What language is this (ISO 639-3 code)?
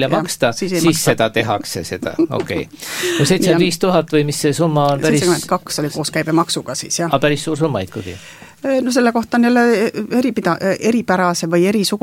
est